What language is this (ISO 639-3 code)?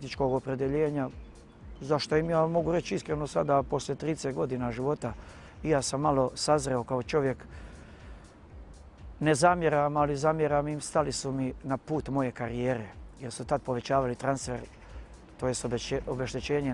bos